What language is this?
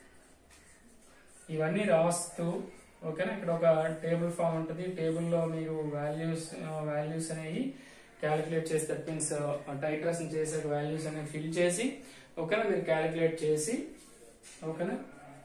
Telugu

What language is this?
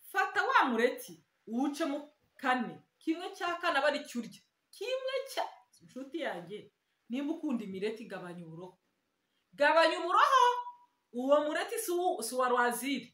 Kinyarwanda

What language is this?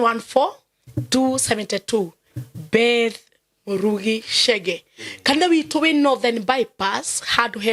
Kikuyu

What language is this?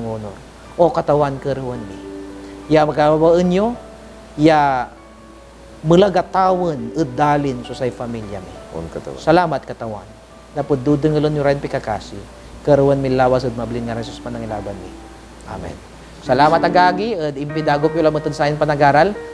Pangasinan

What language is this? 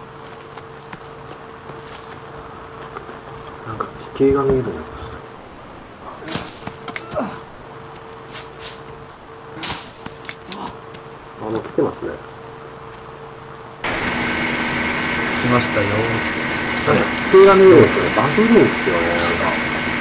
Japanese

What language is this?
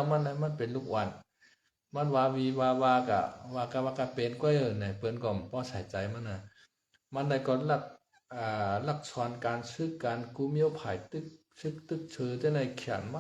Shan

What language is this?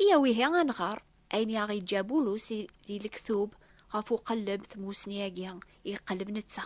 Kabyle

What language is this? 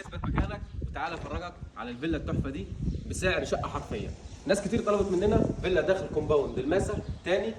Egyptian Arabic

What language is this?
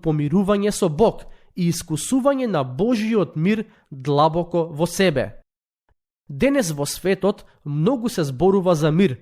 Macedonian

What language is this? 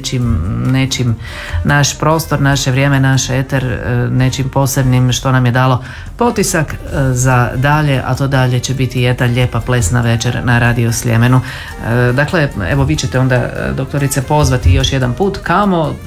Croatian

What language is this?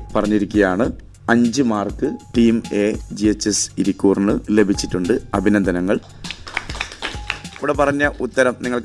Malayalam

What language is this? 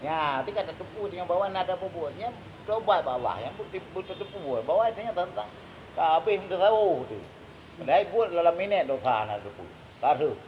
Achinese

